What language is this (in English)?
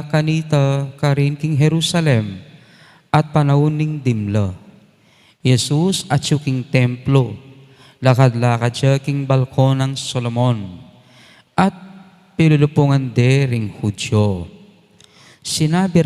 Pampanga